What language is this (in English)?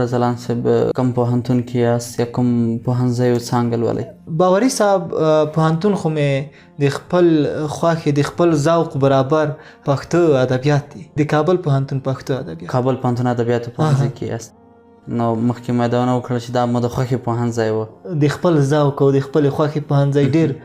Pashto